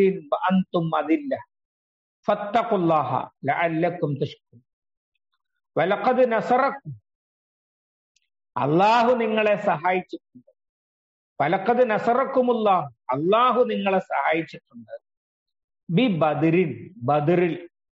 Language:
Malayalam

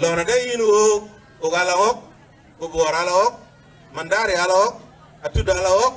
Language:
Dinka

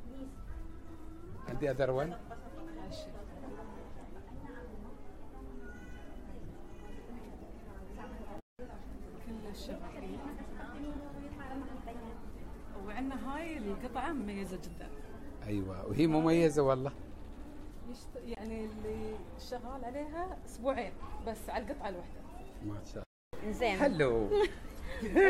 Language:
Gulf Arabic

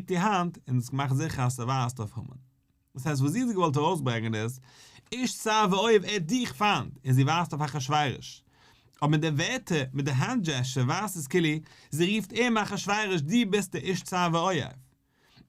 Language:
Yiddish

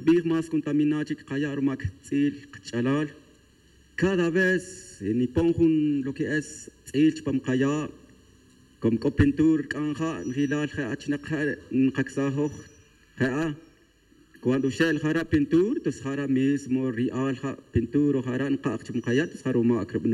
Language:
Tz'utujil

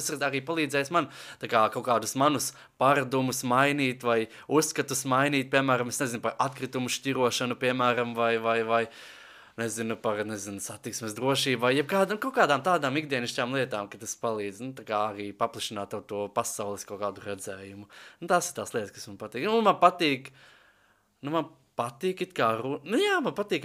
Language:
Latvian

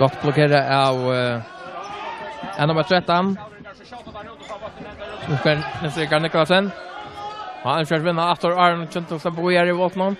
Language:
Faroese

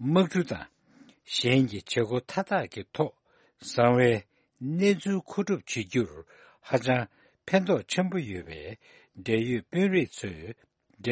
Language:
Tibetan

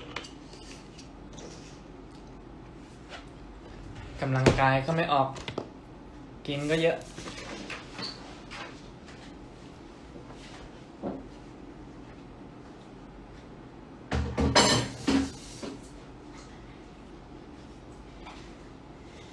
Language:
Thai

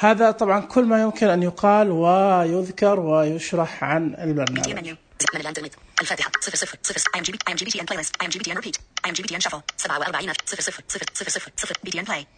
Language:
Najdi Arabic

